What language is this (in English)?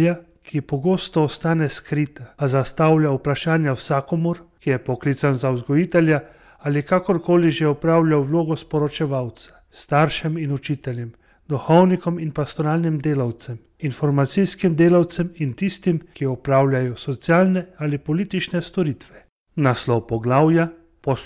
Slovenian